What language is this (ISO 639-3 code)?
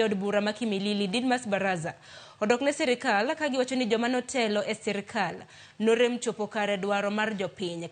luo